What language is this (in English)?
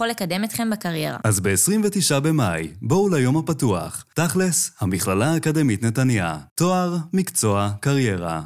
Hebrew